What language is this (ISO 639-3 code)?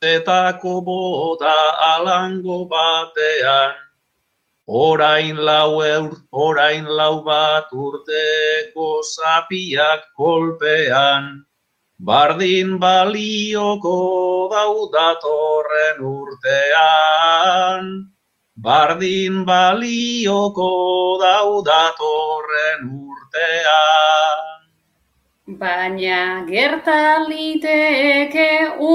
eus